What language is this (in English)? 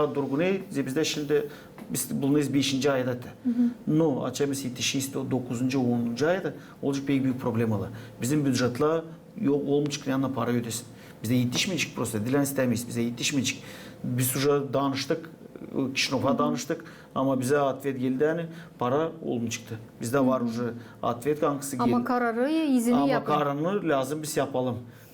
Gagauz